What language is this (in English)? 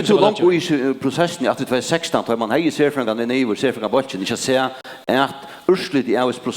Faroese